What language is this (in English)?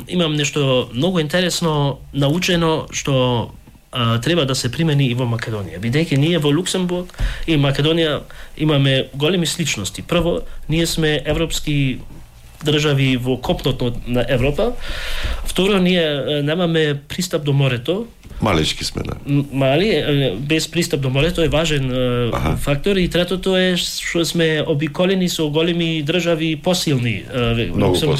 Macedonian